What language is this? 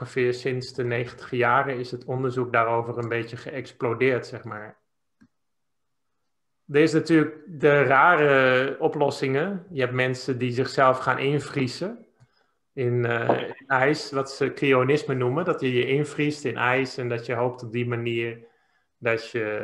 Dutch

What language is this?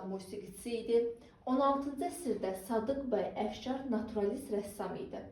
Azerbaijani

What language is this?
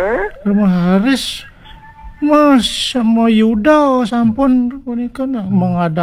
Balinese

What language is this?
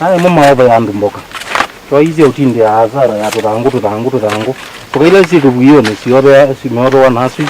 Kamba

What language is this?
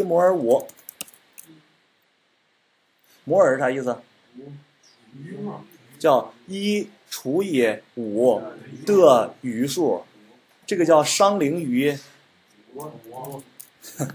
Chinese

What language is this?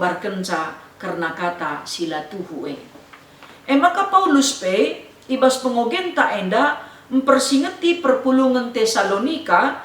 Batak Karo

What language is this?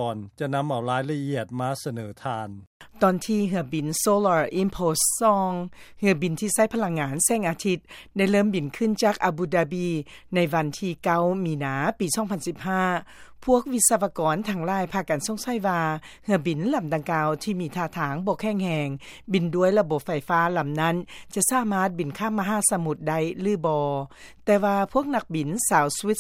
Lao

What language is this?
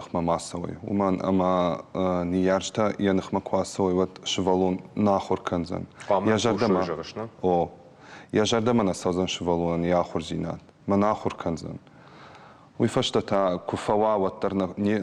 Ossetic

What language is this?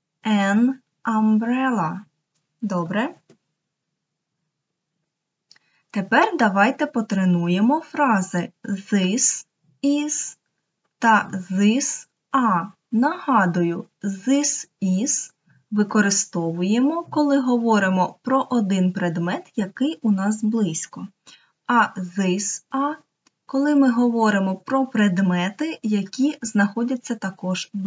Ukrainian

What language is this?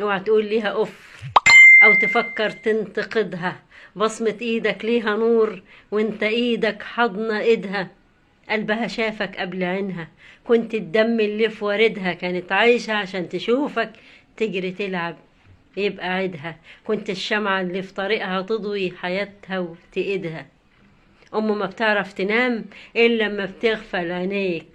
Egyptian Arabic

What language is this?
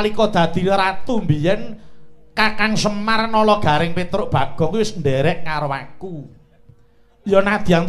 Javanese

